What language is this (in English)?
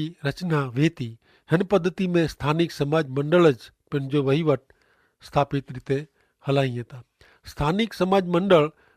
Kachhi